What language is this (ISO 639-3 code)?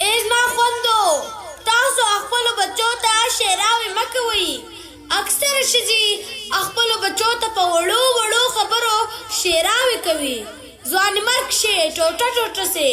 pus